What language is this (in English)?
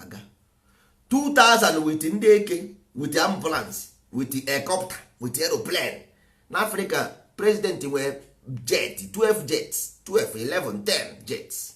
Igbo